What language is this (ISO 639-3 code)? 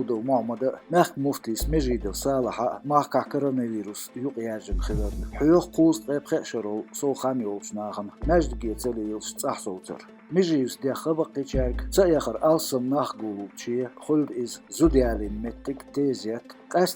che